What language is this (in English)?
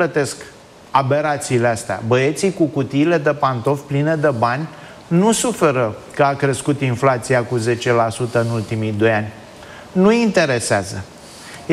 Romanian